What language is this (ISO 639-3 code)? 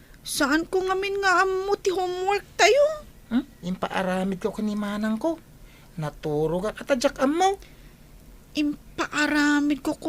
ilo